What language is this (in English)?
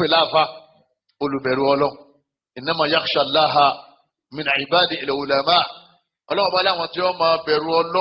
Yoruba